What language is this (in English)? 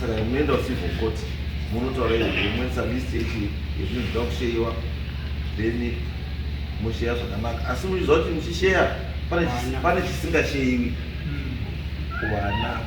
Shona